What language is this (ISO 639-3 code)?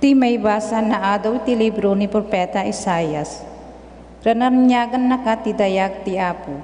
ilo